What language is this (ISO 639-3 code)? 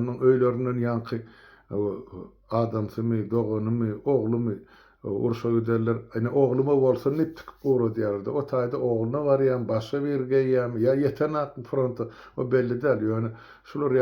tuk